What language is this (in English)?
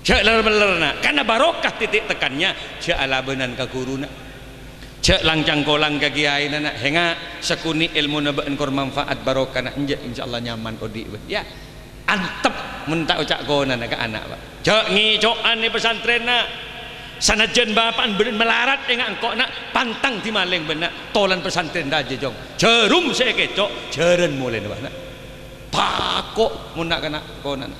Madurese